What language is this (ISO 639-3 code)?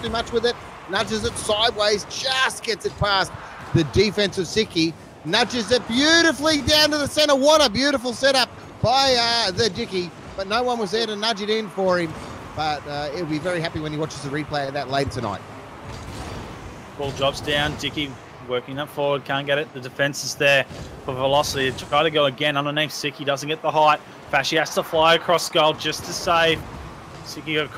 eng